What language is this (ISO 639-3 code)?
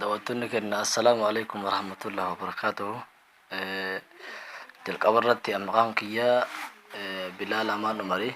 orm